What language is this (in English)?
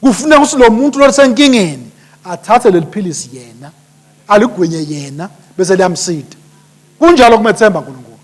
Swati